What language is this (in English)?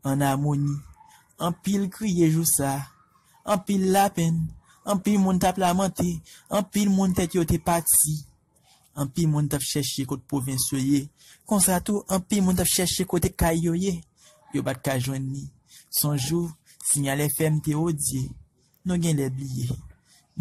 Haitian Creole